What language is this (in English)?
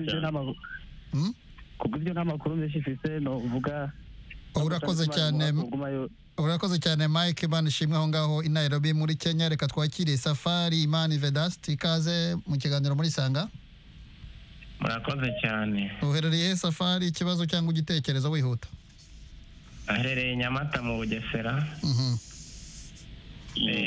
Kinyarwanda